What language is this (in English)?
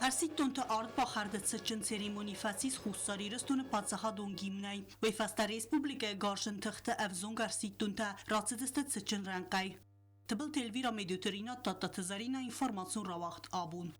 Ossetic